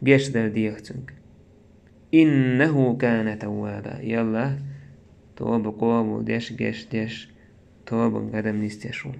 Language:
Chechen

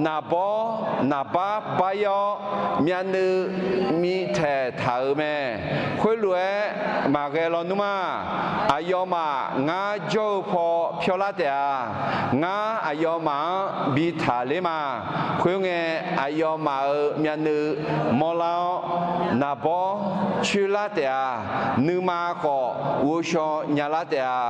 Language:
Akha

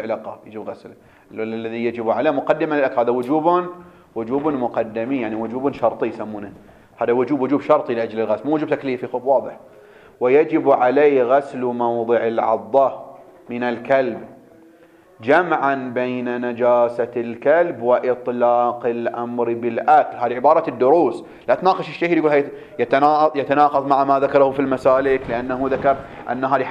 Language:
Arabic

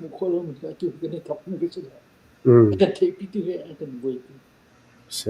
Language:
Falam Chin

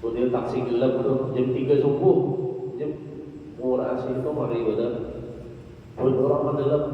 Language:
Banjar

